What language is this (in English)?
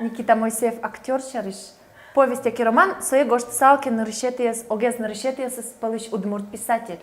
Udmurt